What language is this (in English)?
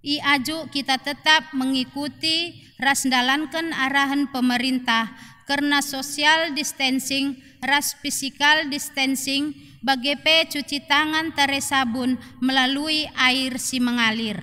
Batak Karo